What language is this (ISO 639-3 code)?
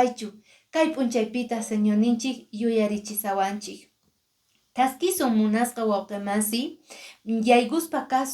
que